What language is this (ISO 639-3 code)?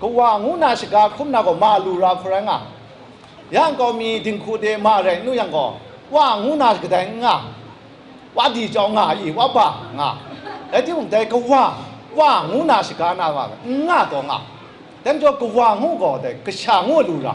kac